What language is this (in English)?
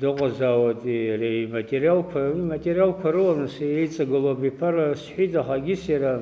Abkhazian